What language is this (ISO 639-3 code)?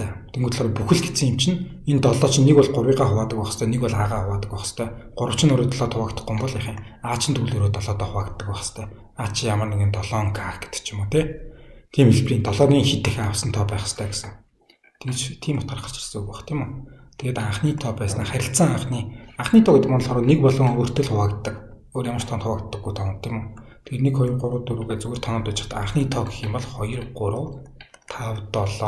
mon